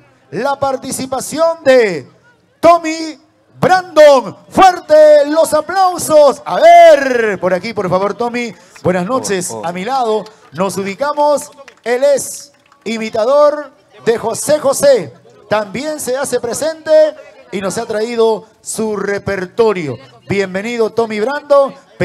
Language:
Spanish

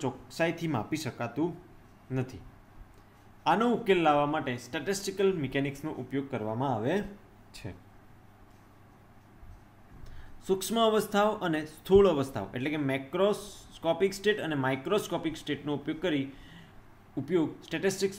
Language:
Gujarati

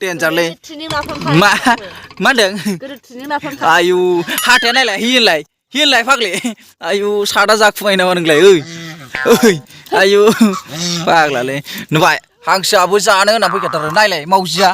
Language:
Bodo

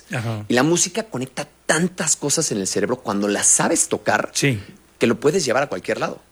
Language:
Spanish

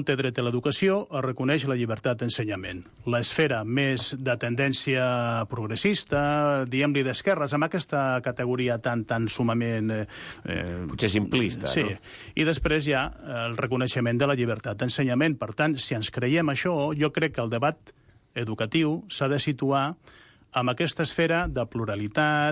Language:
Catalan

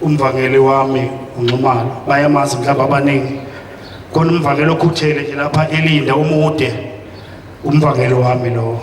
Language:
Zulu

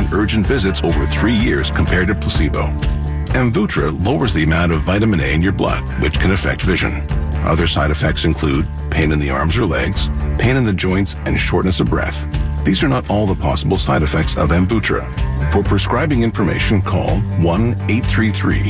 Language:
English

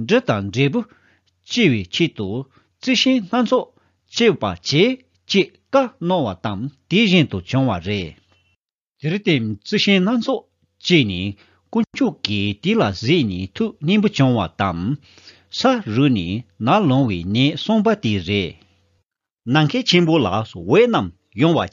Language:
Tibetan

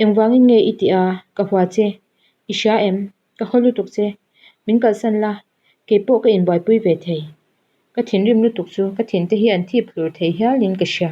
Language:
Mizo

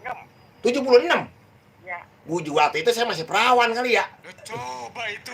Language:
Betawi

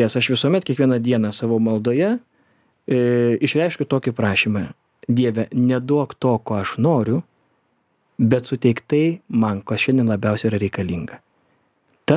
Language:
Lithuanian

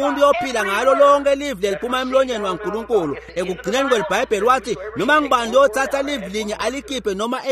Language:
Swati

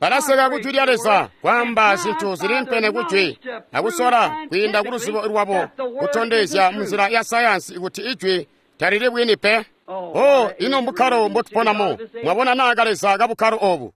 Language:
Tonga (Zambia)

